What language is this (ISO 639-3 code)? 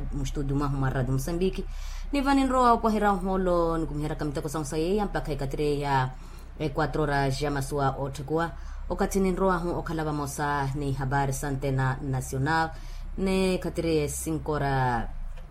vmw